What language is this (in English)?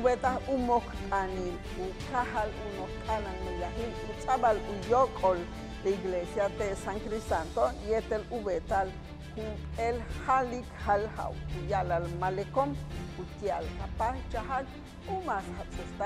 Yucateco